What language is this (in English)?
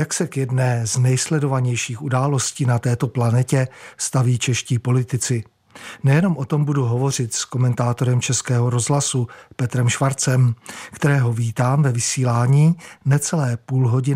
Czech